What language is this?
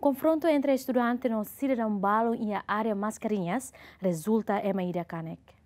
Tetum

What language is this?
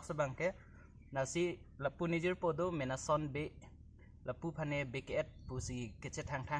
Karbi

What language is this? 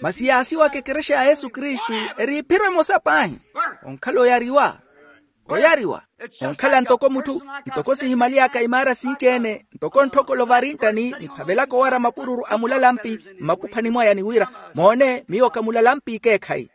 Makhuwa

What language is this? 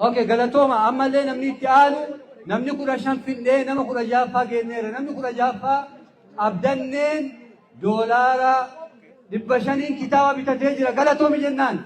Oromo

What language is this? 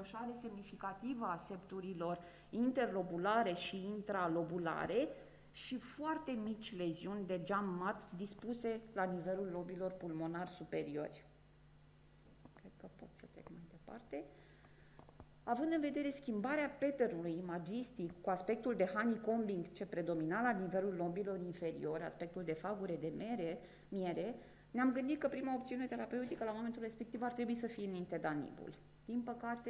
Romanian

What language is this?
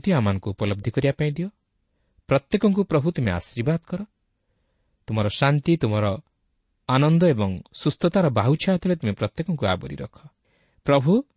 Odia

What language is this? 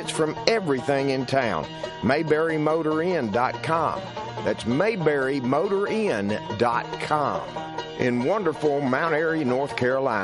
English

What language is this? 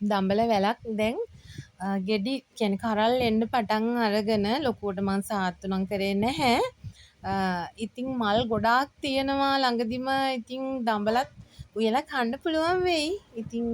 Sinhala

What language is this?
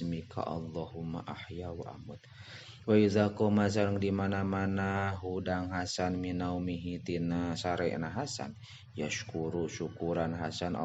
Sundanese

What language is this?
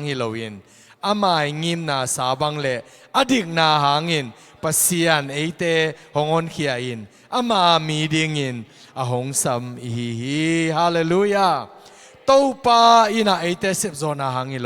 Tedim Chin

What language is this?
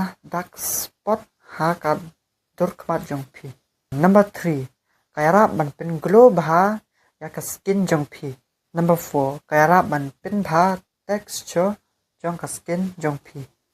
Khasi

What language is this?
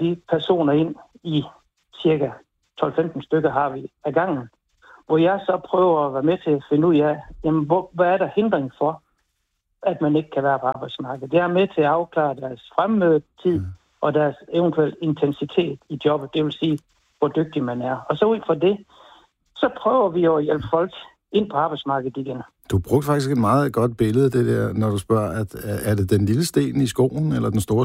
Danish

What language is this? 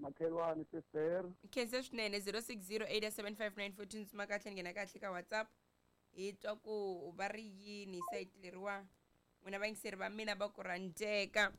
Tsonga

